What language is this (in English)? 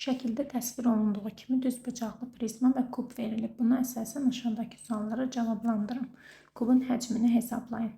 Azerbaijani